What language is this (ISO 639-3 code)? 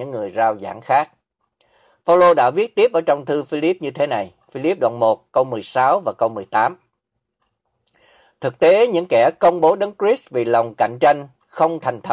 vie